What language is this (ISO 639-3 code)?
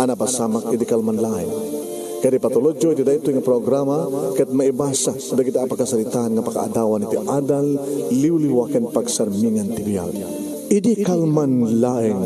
ilo